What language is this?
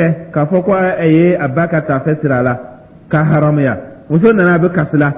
Dyula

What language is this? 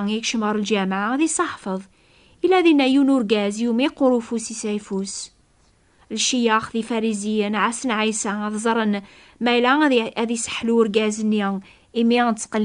Kabyle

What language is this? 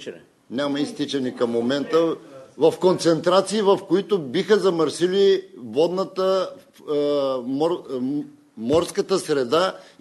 Bulgarian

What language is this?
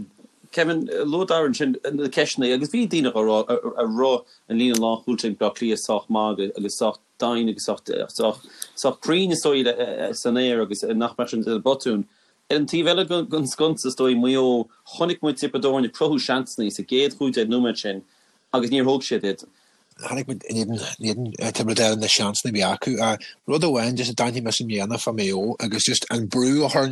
Irish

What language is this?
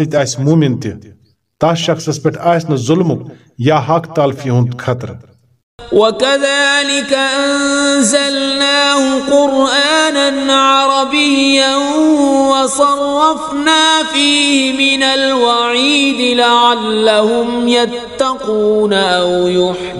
Kashmiri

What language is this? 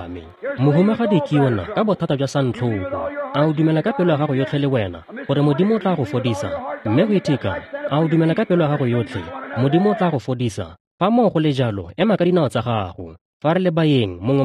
Tswana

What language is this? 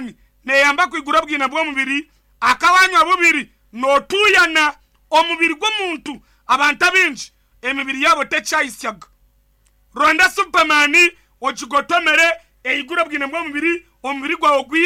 Nyankole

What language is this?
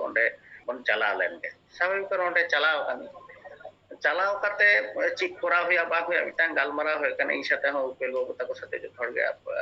Santali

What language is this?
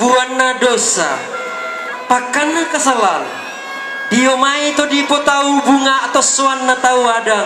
Toraja-Sa'dan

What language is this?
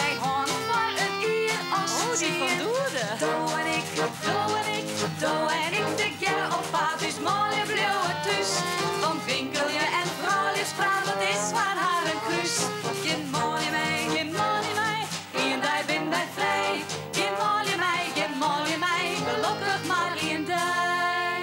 Western Frisian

